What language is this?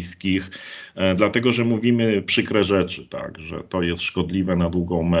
Polish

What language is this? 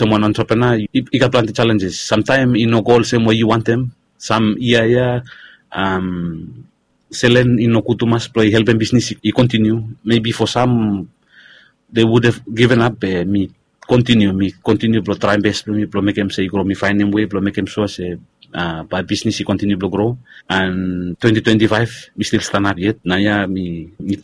Bislama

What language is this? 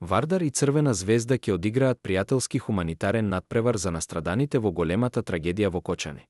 Macedonian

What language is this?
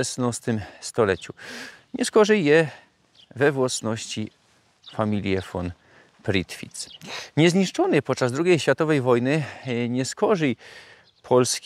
Silesian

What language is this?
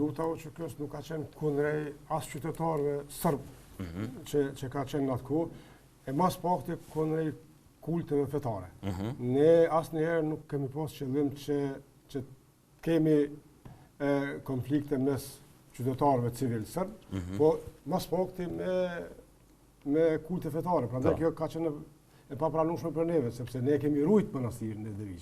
Albanian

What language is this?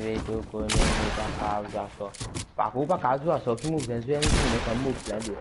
Morisyen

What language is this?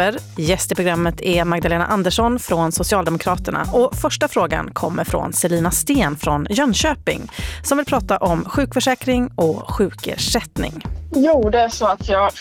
Swedish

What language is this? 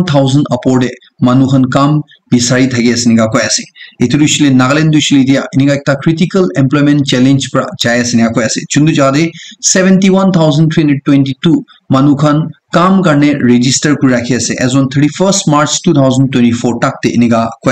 Naga Pidgin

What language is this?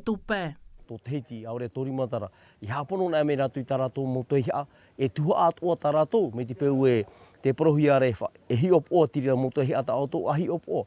Tahitian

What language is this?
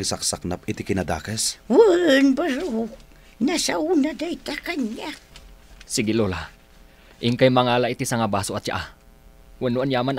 Iloko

